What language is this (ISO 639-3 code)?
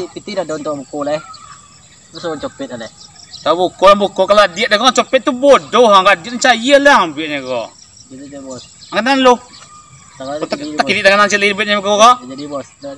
min